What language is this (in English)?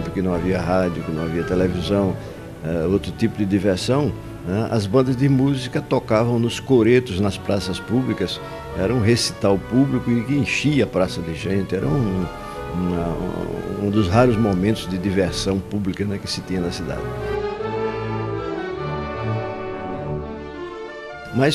Portuguese